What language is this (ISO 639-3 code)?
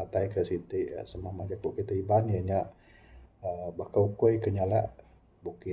iba